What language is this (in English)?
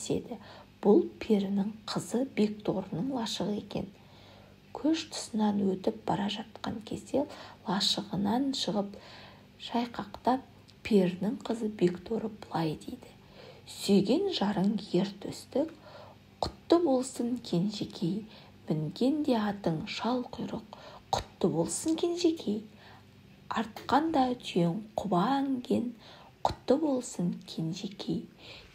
Kazakh